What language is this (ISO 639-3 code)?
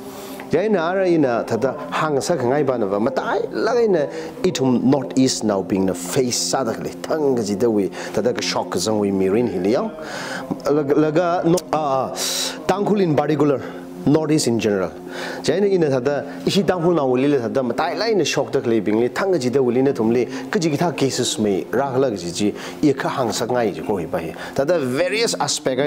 nmf